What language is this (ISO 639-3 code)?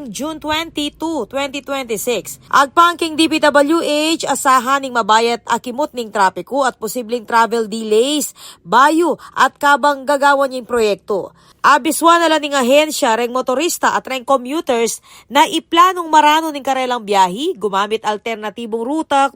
pam